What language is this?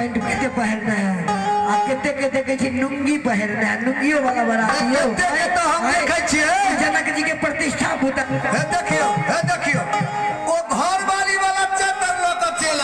Maithili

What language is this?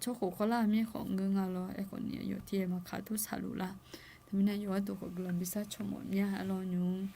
Akha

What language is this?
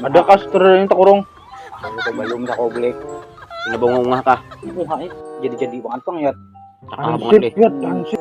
Banjar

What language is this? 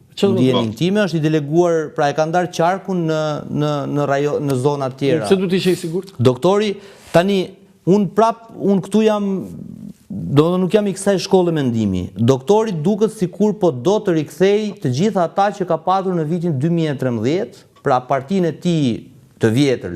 Albanian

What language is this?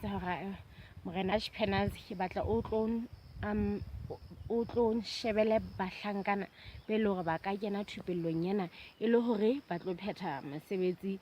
Southern Sotho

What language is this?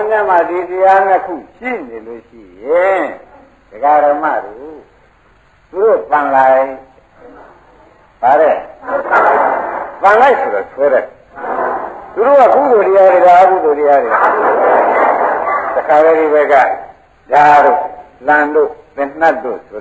Burmese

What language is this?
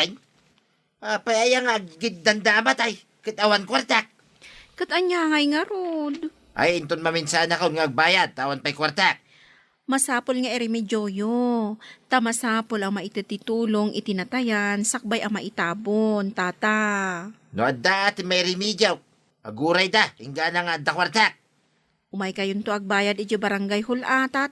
Iloko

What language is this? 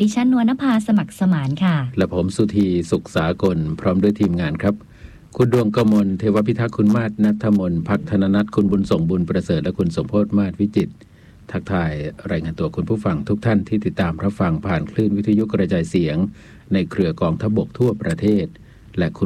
Thai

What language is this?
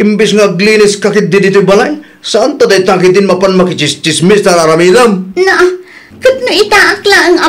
Iloko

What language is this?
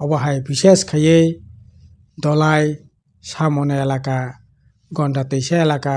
Kok Borok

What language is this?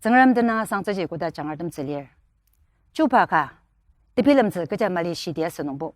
Ao Naga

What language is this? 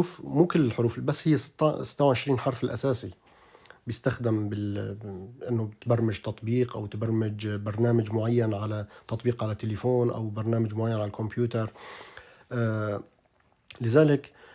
North Levantine Arabic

